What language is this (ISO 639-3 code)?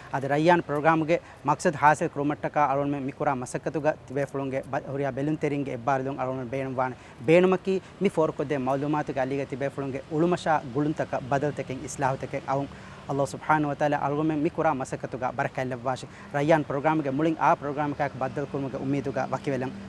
div